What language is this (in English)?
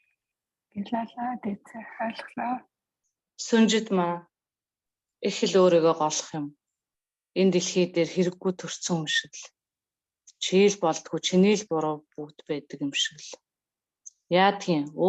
Mongolian